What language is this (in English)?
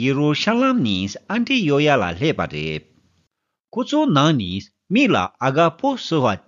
Tibetan